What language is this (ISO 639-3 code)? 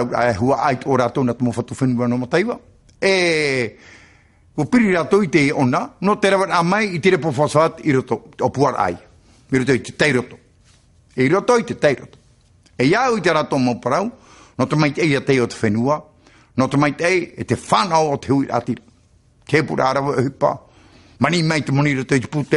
tah